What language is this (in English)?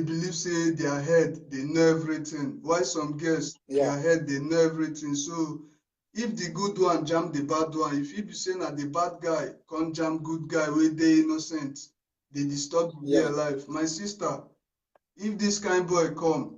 Nigerian Pidgin